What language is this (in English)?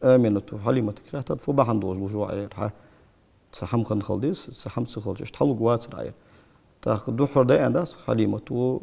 Ingush